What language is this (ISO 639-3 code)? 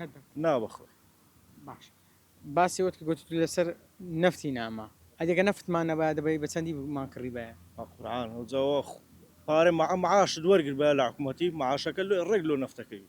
ckb